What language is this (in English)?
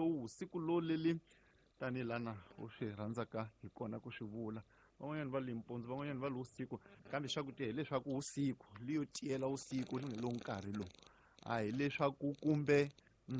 Tsonga